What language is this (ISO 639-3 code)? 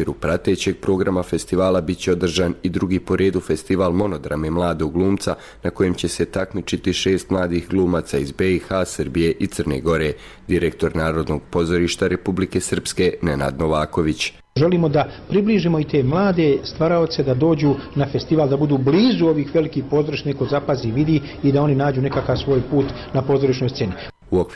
hrv